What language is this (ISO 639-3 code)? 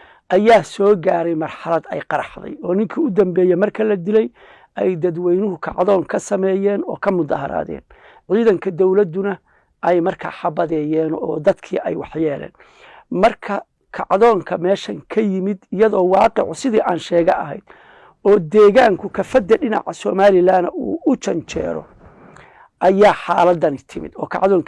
som